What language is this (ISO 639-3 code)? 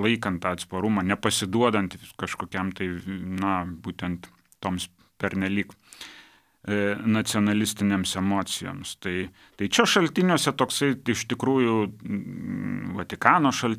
lit